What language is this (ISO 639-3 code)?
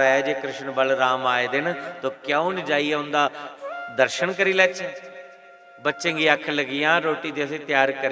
doi